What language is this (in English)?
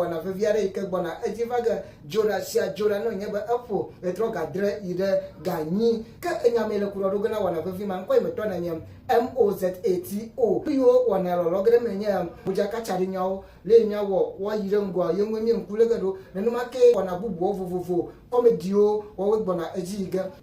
Ewe